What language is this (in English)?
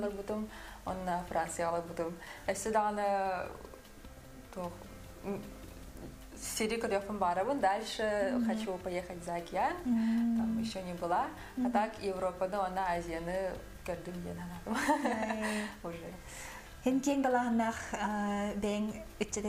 Yakut